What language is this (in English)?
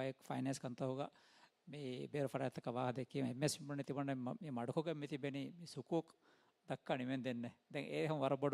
Divehi